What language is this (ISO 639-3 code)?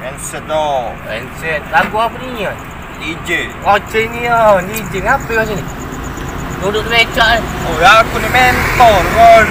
mui